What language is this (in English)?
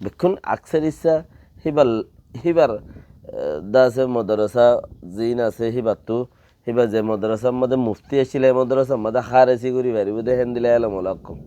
Rohingya